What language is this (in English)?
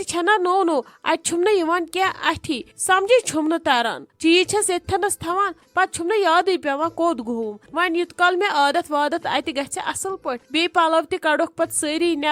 Kashmiri